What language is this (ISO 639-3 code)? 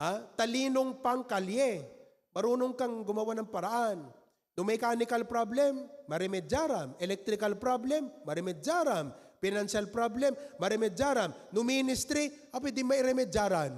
ilo